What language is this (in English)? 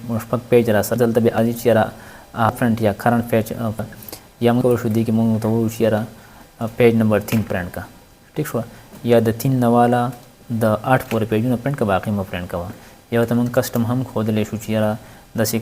Pashto